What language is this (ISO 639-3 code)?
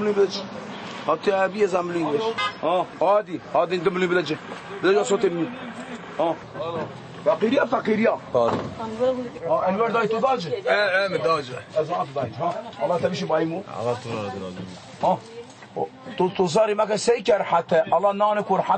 kur